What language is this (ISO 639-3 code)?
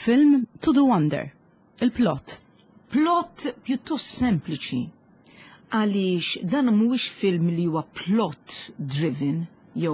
mlt